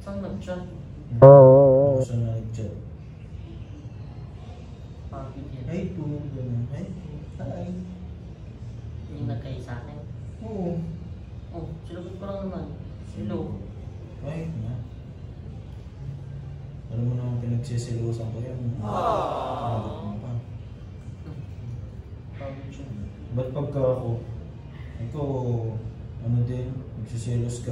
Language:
Filipino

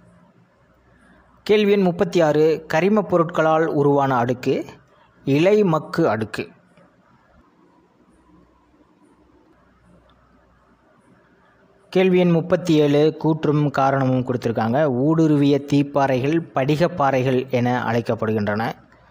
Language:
Tamil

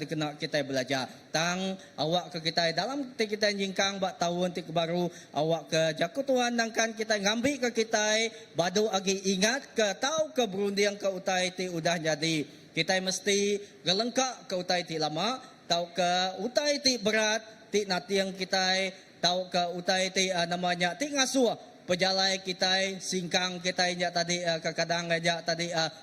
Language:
Iban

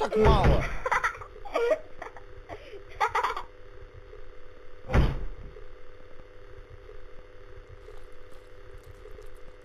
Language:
Russian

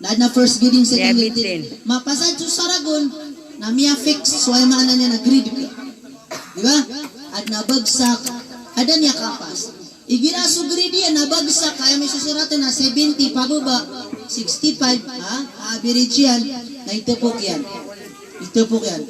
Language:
Maranao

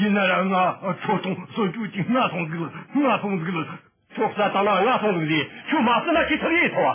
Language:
Amdo Tibetan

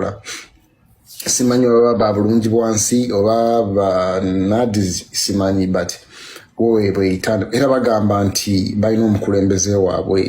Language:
Ganda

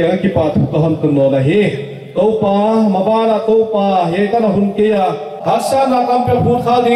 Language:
Paite Chin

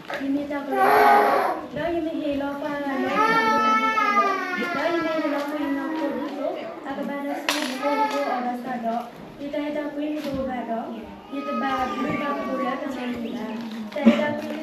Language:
S'gaw Karen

